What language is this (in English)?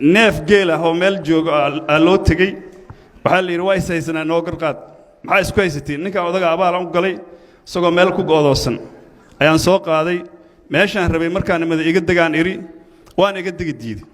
Somali